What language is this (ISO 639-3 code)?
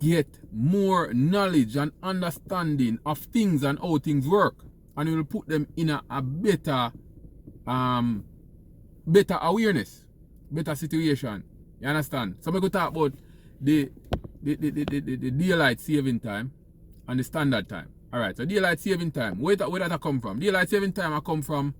jam